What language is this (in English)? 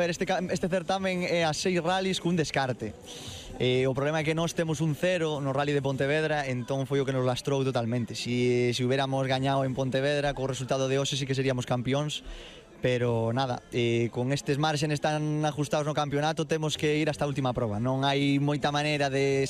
Galician